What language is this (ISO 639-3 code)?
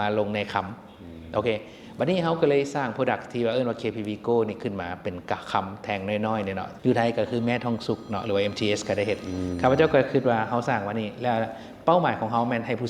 lao